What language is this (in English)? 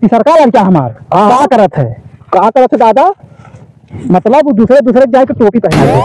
Awadhi